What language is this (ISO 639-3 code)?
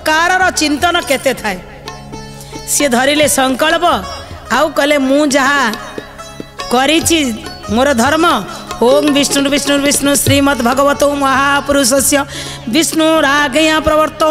ori